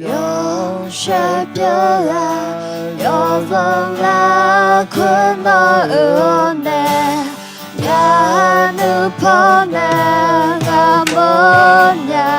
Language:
Akha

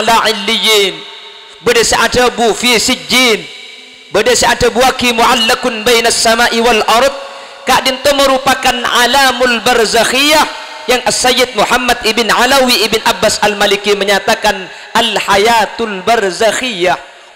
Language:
Madurese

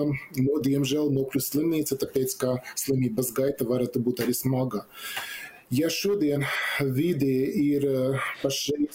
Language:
Latvian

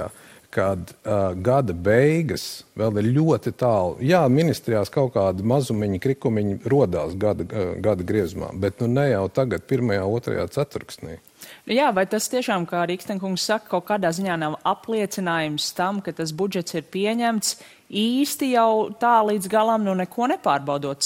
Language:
Latvian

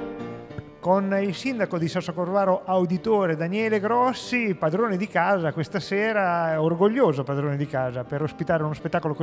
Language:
Italian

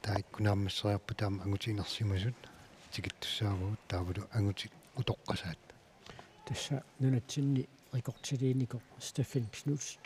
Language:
Kalaallisut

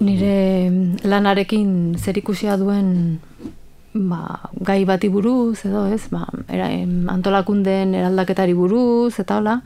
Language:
Basque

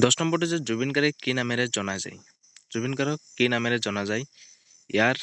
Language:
Assamese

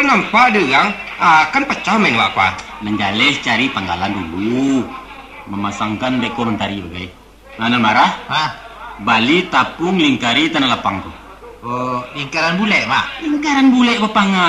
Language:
Minangkabau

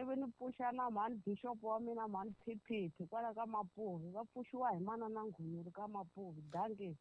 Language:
Tsonga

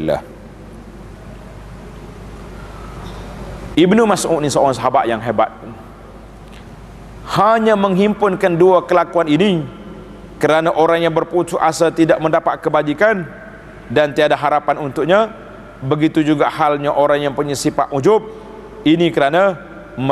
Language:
Malay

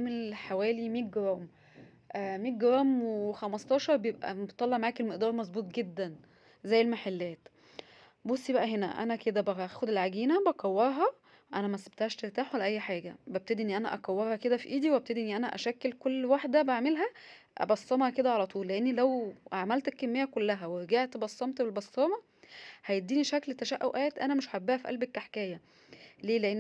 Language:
Egyptian Arabic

